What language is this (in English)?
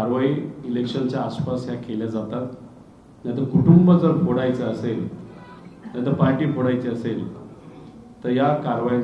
Marathi